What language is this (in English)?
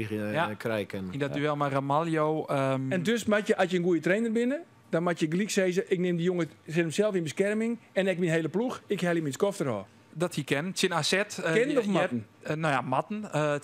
Western Frisian